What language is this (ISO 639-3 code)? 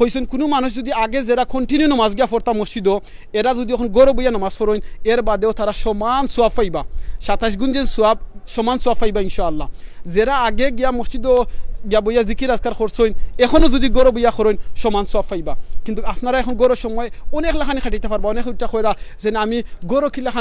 syl